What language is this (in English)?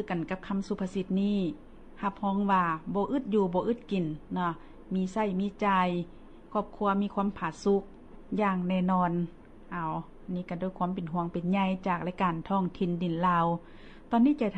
Lao